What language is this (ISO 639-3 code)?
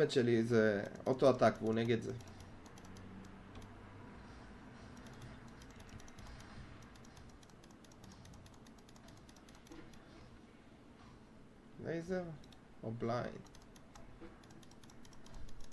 heb